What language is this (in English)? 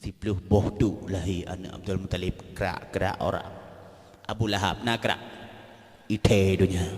Achinese